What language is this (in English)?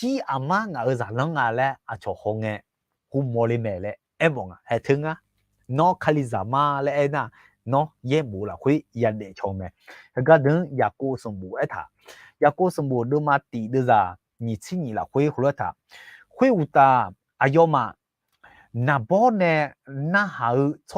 Akha